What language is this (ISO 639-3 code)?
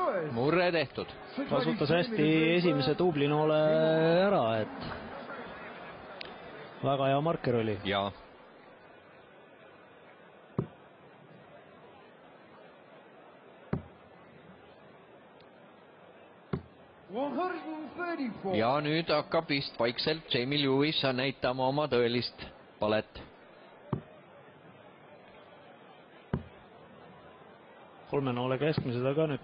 est